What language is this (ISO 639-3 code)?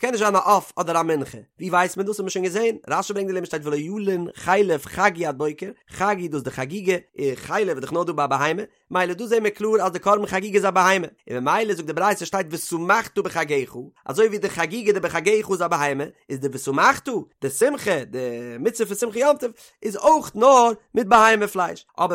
yid